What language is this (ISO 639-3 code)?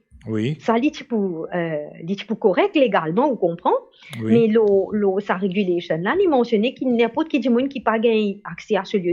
mfe